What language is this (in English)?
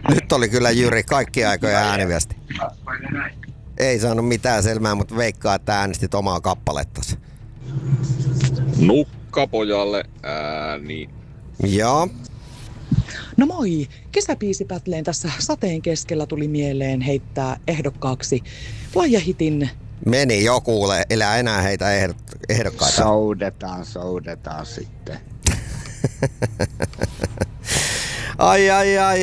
Finnish